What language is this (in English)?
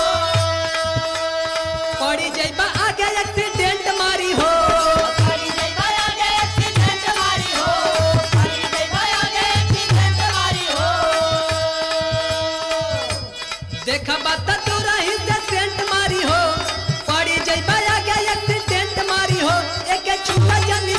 Bhojpuri